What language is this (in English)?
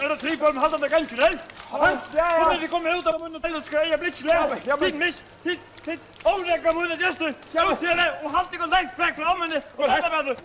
Faroese